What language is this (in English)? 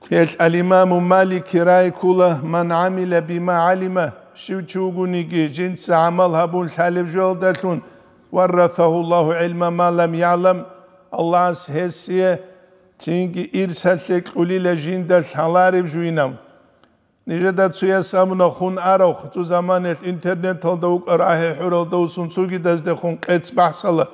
Avaric